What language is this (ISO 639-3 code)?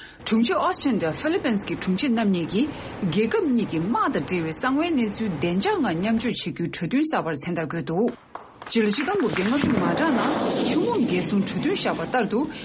bod